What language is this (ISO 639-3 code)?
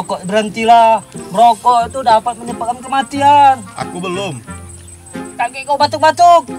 mui